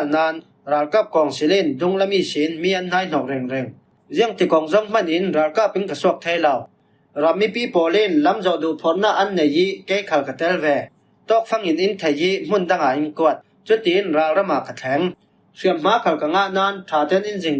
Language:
Falam Chin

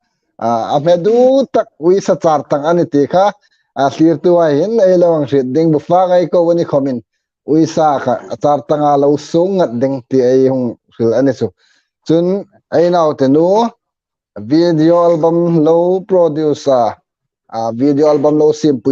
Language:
Hmar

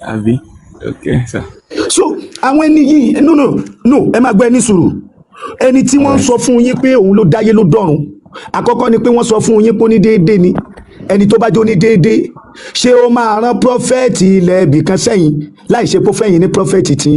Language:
Yoruba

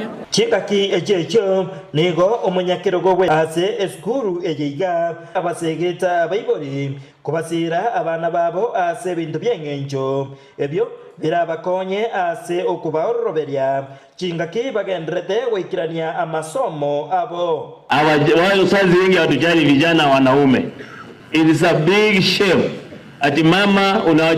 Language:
Gusii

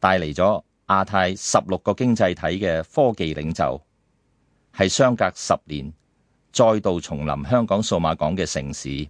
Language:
Cantonese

